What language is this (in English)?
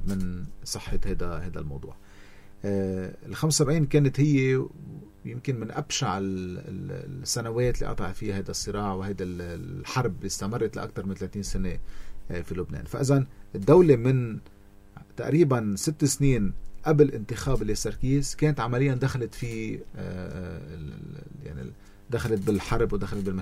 North Levantine Arabic